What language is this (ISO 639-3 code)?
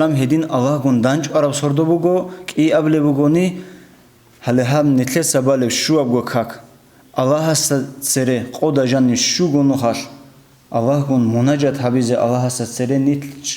ava